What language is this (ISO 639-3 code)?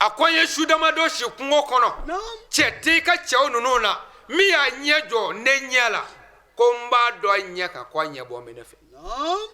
bam